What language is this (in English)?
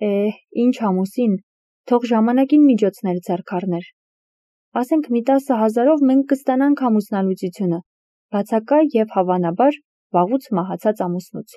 Armenian